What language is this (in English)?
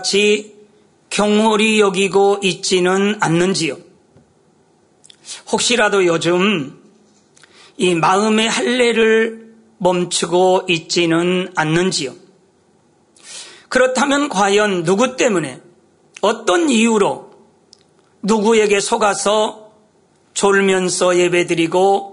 Korean